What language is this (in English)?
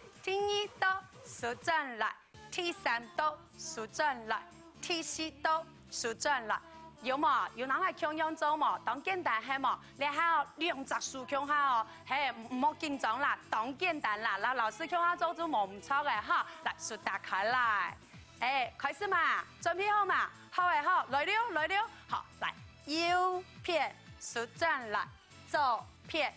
Hakka Chinese